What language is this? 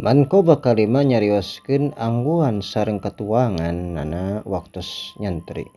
Sundanese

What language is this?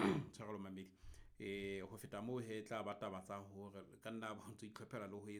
Southern Sotho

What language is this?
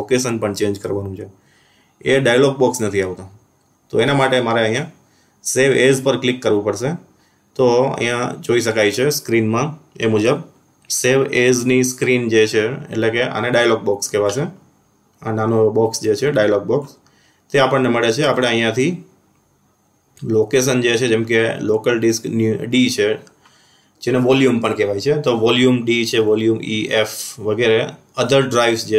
Gujarati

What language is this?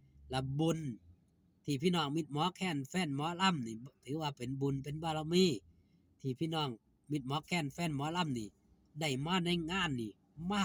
Northeastern Thai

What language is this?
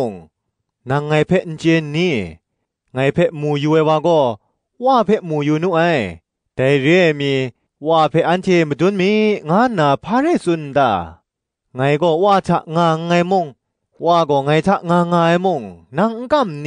Kachin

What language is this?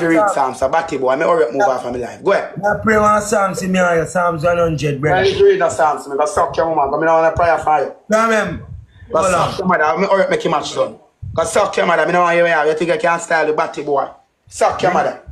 Jamaican Creole English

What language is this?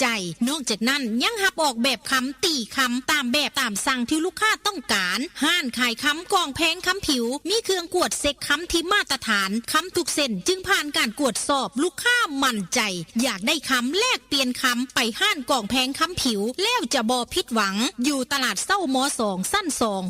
Lao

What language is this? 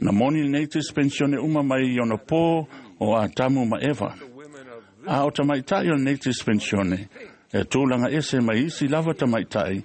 Samoan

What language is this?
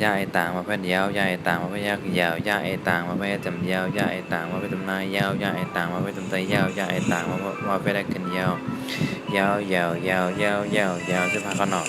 Shan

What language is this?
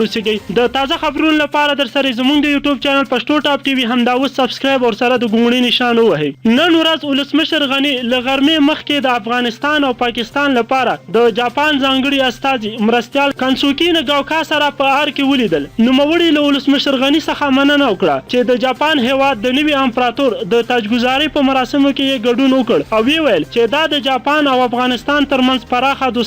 Pashto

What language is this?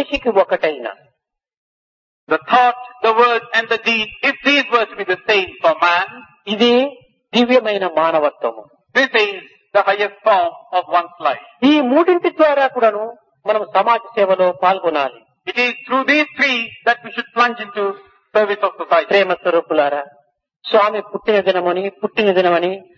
Telugu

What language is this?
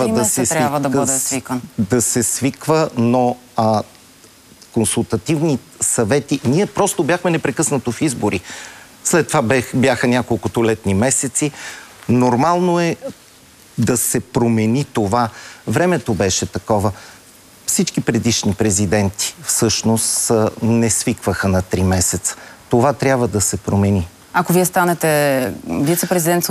Bulgarian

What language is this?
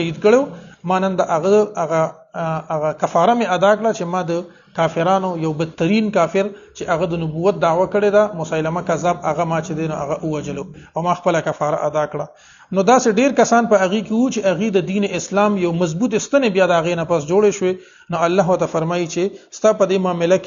Pashto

